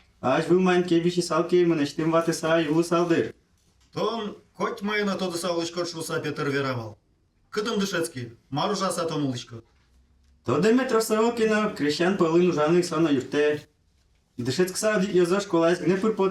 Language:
Udmurt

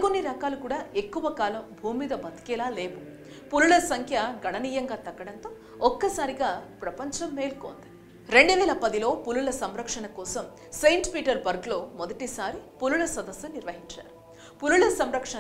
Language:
Telugu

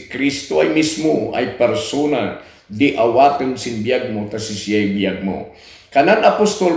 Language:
Kankanaey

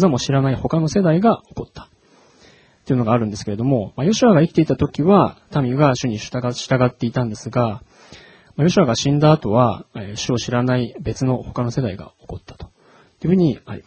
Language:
Japanese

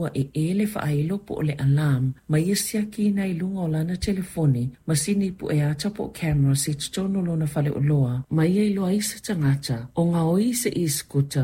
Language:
Samoan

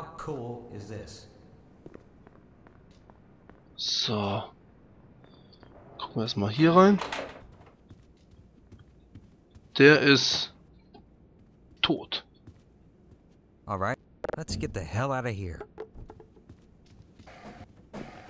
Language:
German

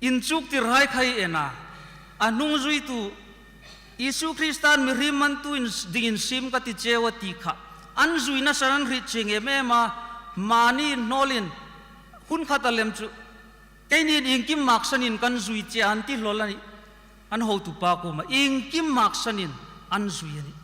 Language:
Hmar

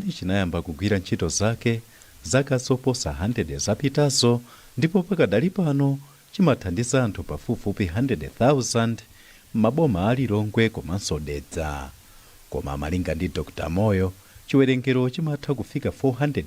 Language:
Nyanja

